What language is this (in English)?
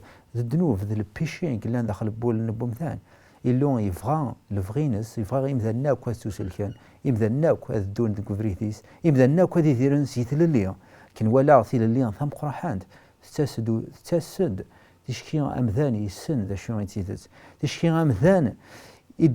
Kabyle